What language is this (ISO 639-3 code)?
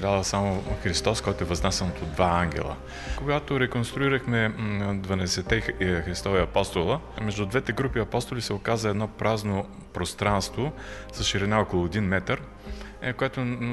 bul